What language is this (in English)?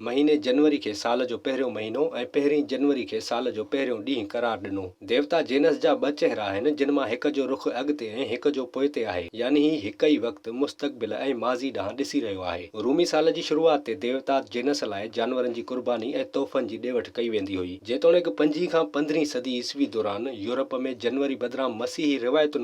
Sindhi